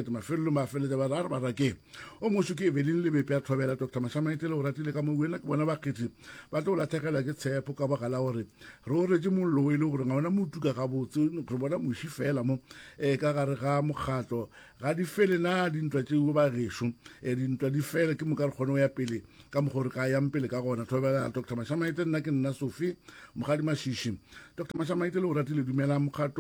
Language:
Northern Sotho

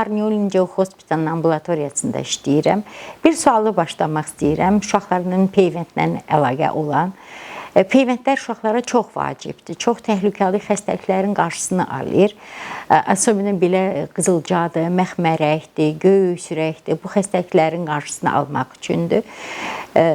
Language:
Azerbaijani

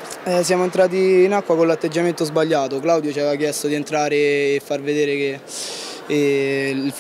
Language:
Italian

